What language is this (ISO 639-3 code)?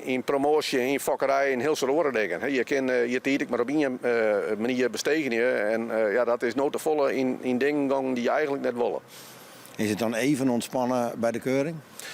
fry